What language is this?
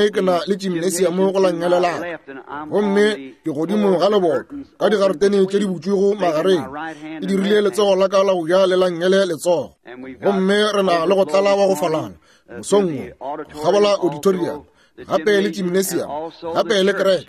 Northern Sotho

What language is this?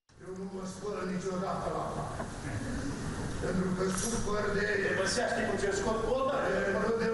Romanian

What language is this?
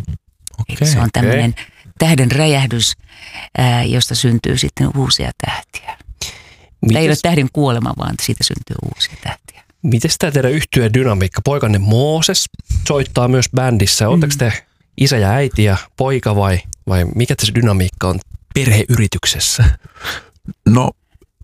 Finnish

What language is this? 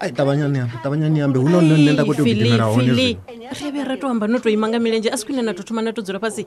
Venda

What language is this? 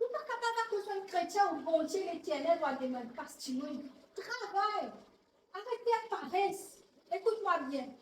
Morisyen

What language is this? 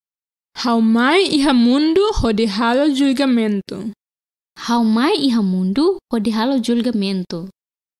Tetum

